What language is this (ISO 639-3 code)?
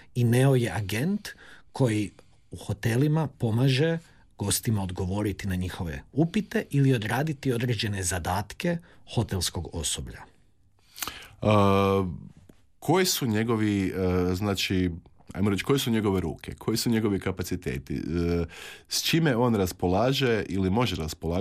hrv